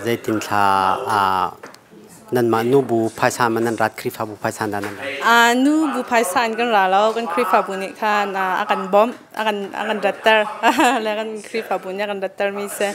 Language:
Hakha Chin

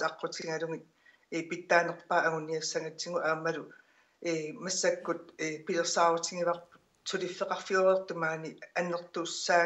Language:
Kalaallisut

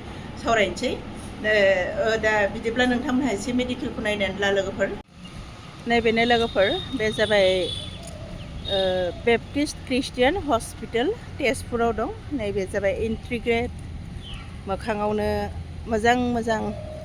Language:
Bodo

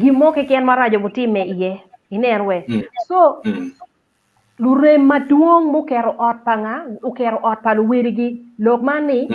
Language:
Acoli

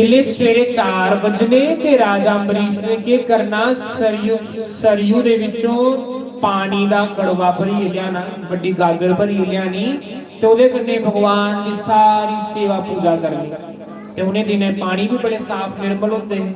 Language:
Dogri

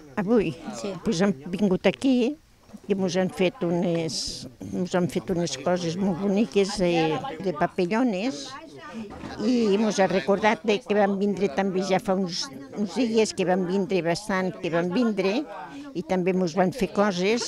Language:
Catalan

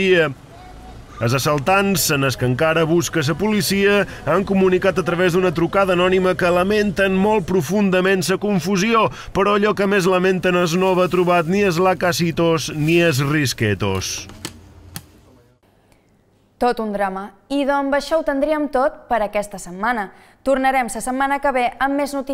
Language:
Catalan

